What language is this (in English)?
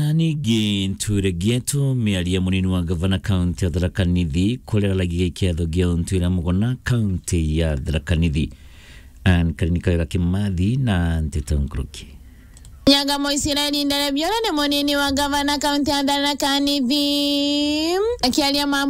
Meru